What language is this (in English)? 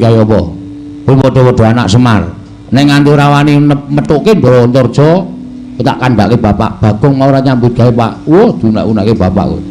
Javanese